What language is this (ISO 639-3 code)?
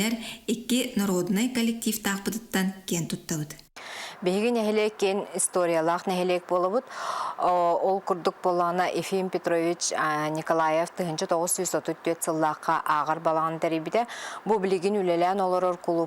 sah